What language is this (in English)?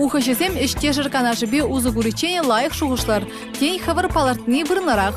Chuvash